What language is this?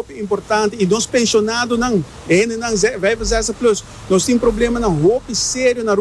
Papiamento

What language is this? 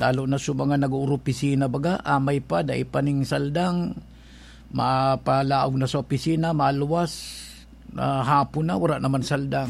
Bikol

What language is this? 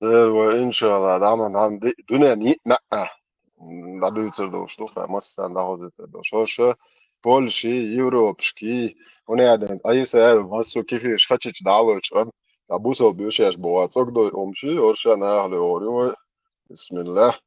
Chechen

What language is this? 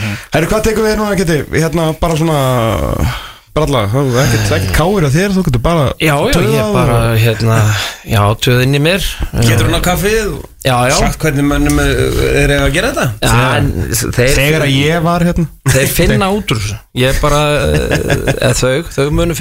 Icelandic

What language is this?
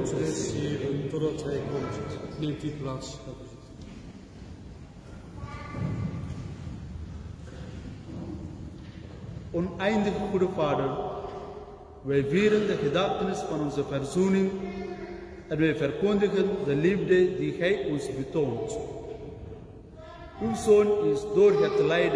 Dutch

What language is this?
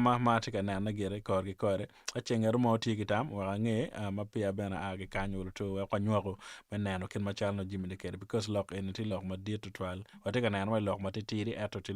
Acoli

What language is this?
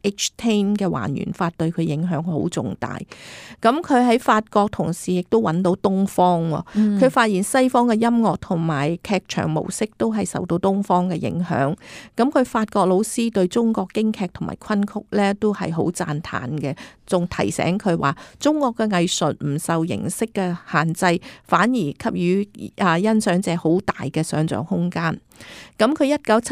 Cantonese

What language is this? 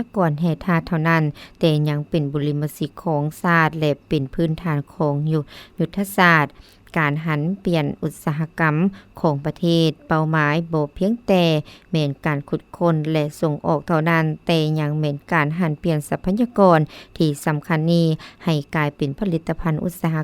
Lao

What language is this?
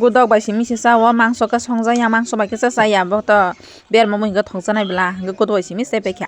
Kok Borok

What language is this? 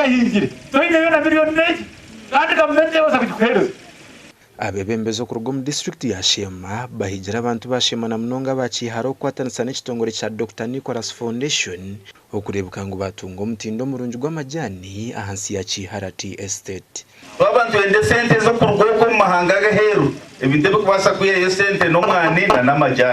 Nyankole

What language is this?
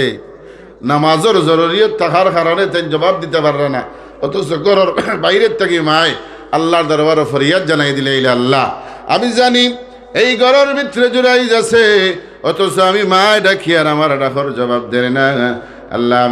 Sylheti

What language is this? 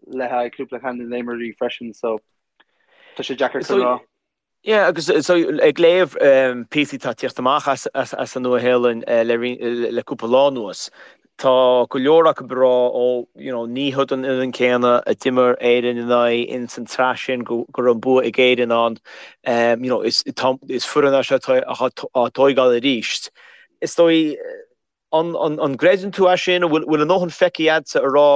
Irish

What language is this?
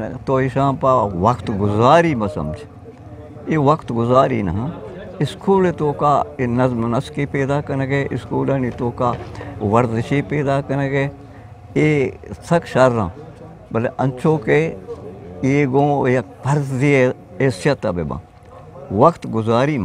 Eastern Balochi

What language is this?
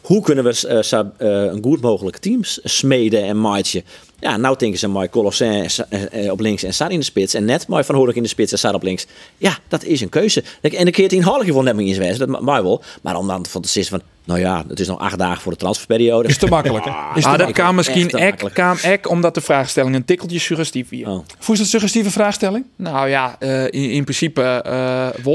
Western Frisian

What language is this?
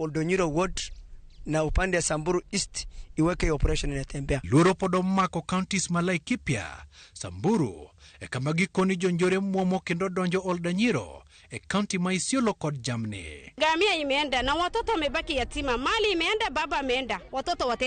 Luo (Kenya and Tanzania)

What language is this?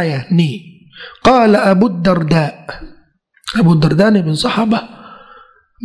Thai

